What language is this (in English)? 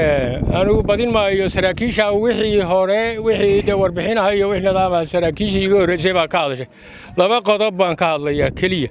Somali